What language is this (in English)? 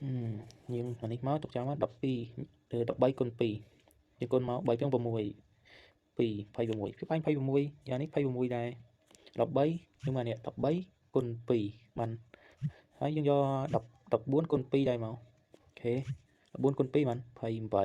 Khmer